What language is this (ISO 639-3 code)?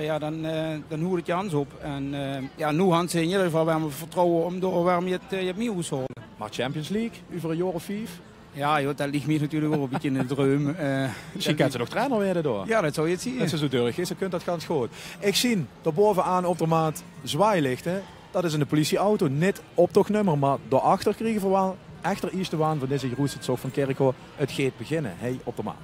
lim